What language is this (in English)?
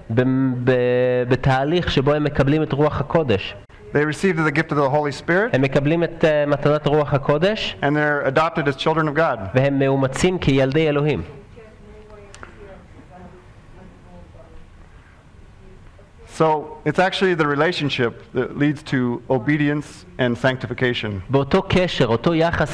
Hebrew